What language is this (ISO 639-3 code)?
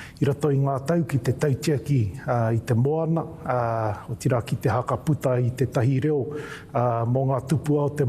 mri